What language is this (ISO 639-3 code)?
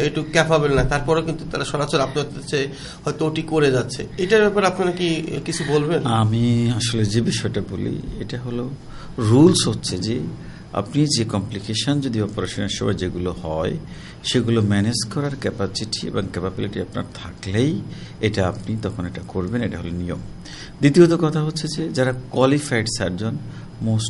ben